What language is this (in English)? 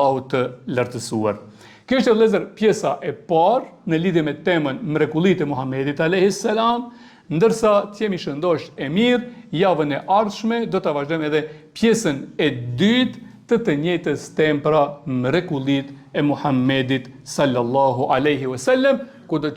Albanian